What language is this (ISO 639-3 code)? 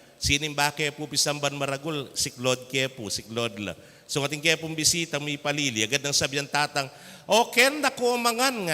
pam